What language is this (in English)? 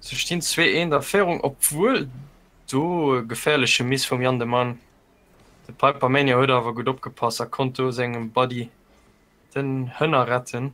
Luxembourgish